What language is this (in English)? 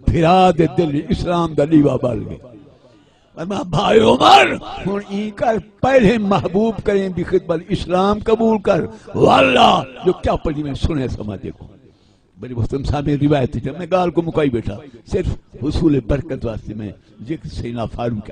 Saraiki